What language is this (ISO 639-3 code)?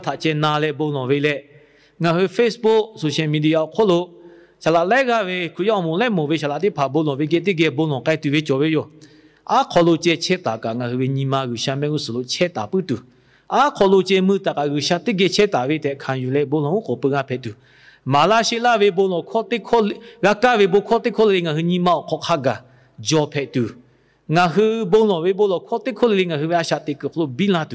lhu